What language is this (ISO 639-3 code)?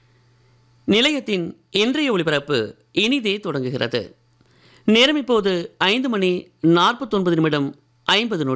tam